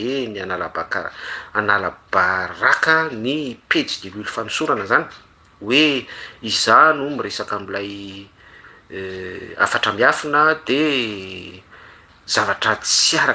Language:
Malagasy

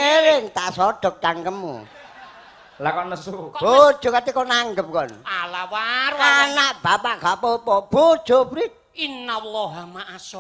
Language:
Javanese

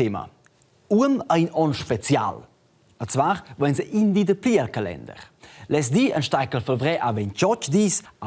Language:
Romansh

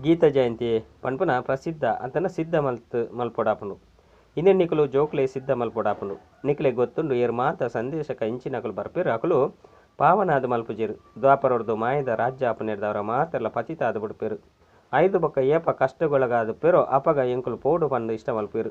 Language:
Tulu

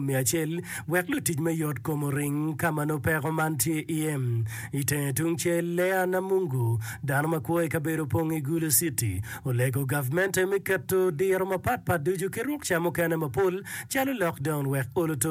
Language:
Acoli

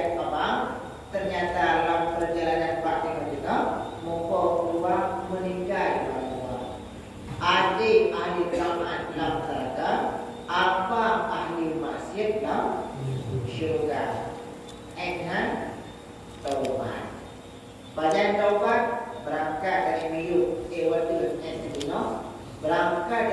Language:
Achinese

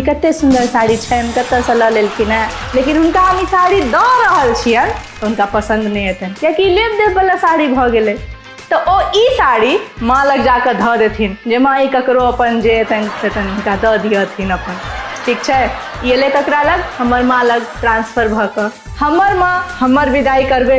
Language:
Maithili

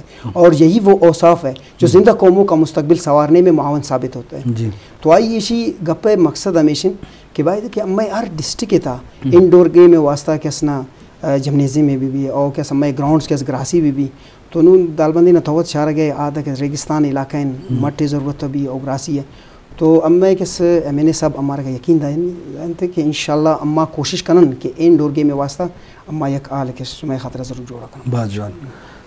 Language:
Eastern Balochi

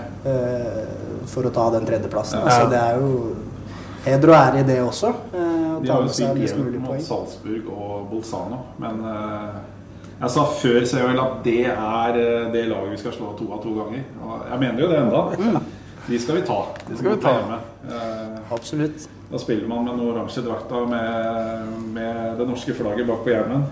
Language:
Norwegian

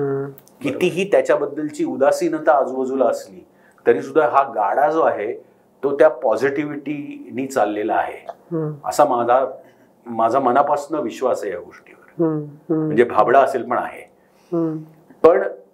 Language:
Marathi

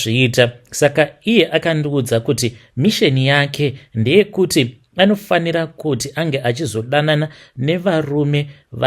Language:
Shona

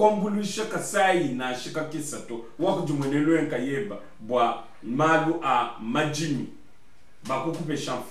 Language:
Luba-Lulua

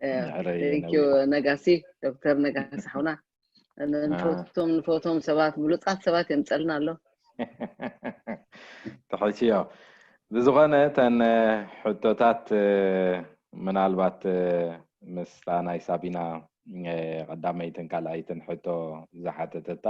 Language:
Tigrinya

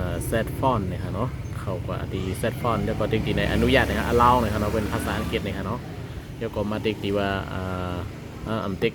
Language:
Shan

